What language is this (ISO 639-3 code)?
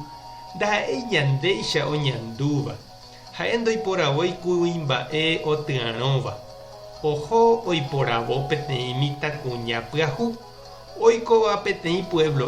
grn